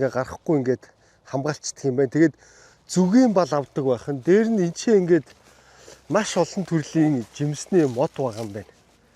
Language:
Mongolian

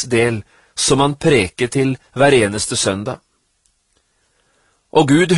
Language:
Norwegian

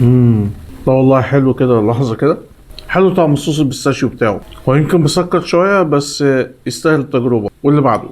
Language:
Egyptian Arabic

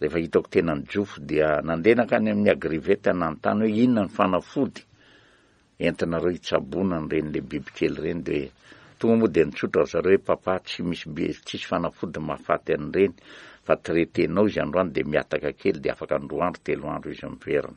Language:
Malagasy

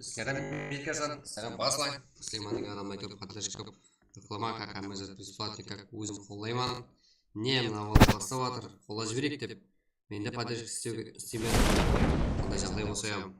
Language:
Kara-Kalpak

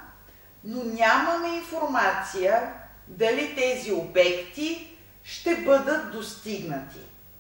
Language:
Bulgarian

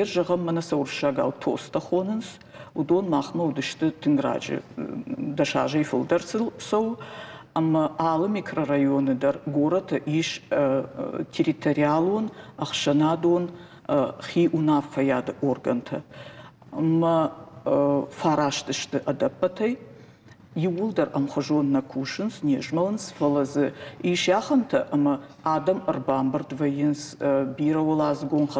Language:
Ossetic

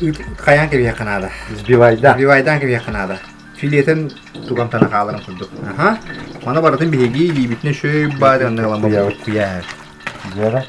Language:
Yakut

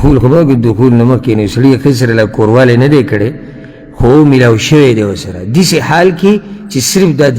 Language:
Pashto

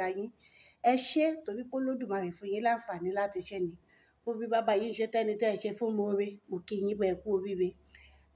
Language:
Yoruba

